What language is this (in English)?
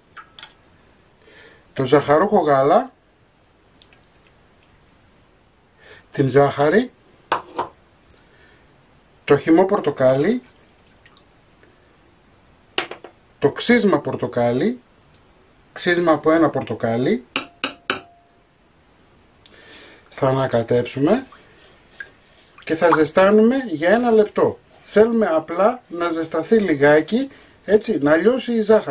Greek